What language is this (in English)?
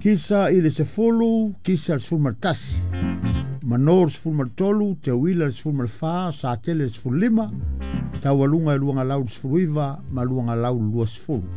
Samoan